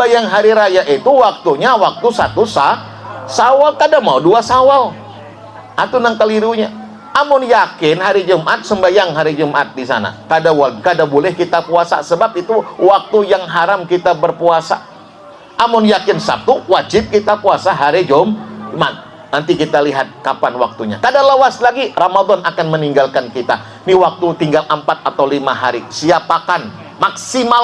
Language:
Banjar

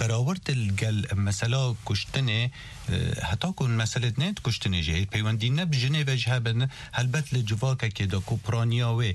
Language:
Kurdish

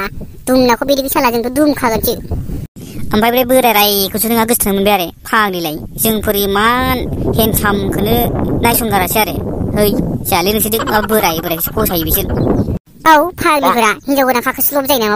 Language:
Bodo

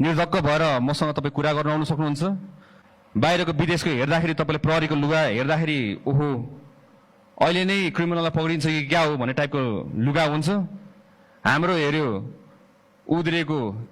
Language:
Nepali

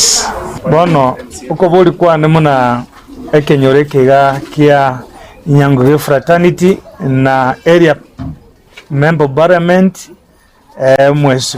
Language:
Gusii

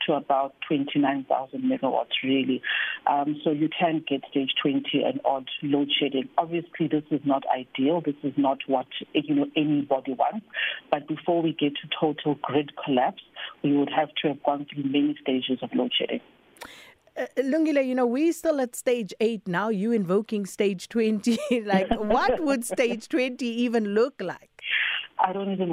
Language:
English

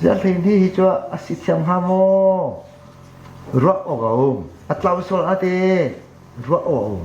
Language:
Hakha Chin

